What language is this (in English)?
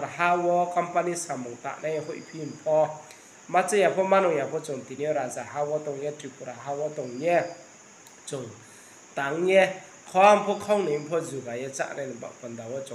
Riang (India)